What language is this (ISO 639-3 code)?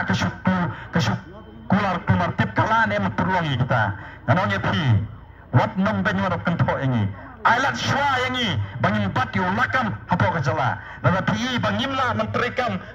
kha